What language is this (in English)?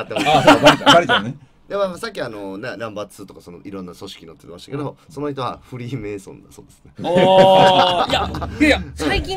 Japanese